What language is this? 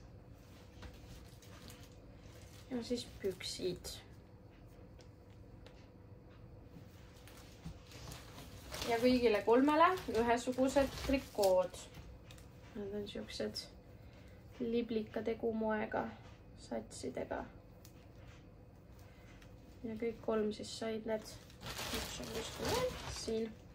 Estonian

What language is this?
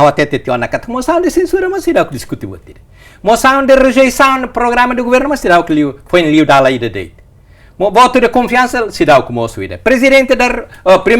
Tetum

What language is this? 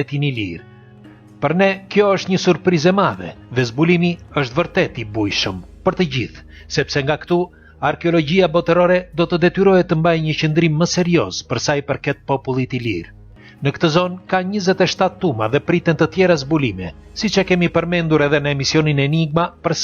Albanian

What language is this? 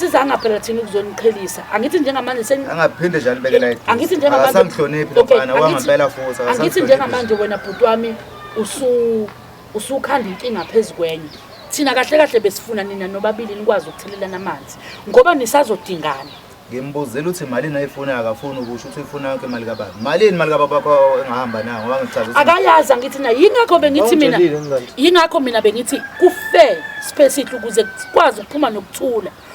Zulu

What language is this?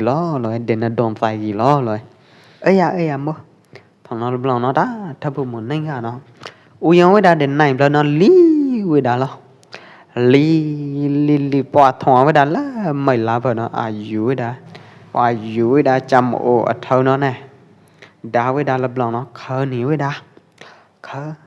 Pwo Eastern Karen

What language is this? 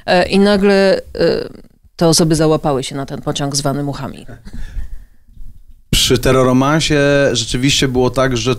Polish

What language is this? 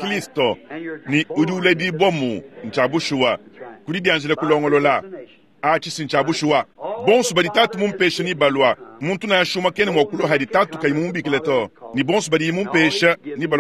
Luba-Lulua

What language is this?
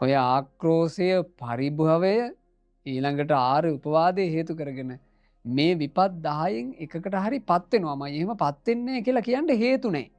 Sinhala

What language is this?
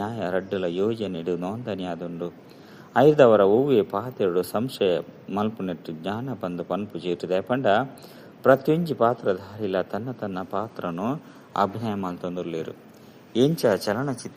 Tulu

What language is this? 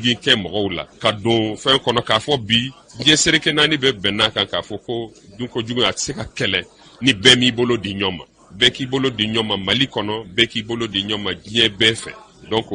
Bambara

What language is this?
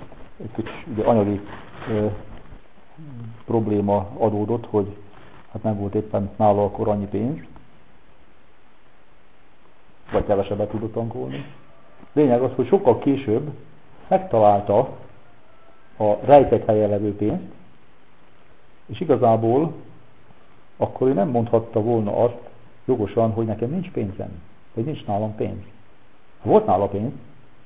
Hungarian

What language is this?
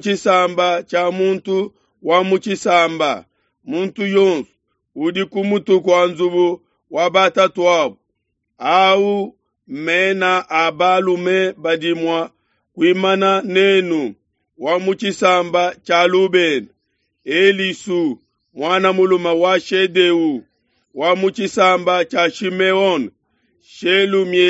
Luba-Lulua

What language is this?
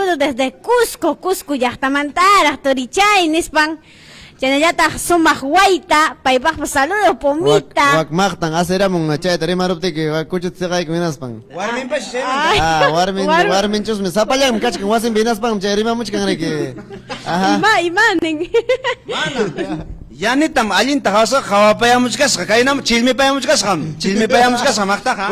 Ayacucho Quechua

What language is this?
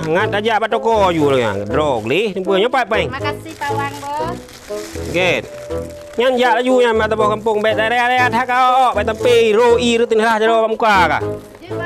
Achinese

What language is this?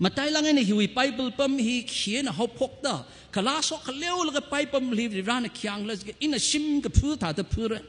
Tangkhul Naga (India)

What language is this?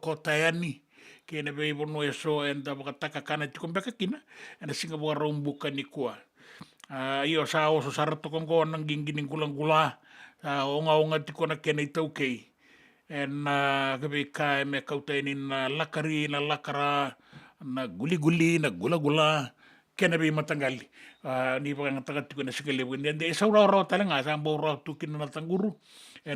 Fijian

